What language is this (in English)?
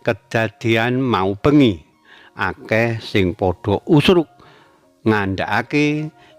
Javanese